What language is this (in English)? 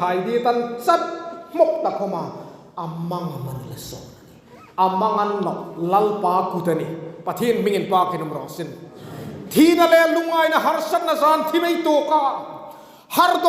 Hmar